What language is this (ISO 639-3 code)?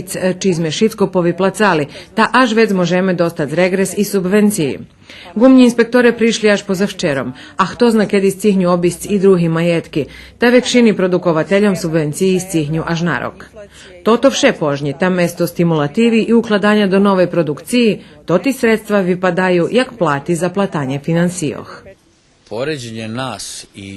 rue